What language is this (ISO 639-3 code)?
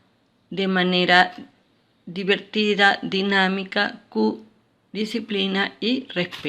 pap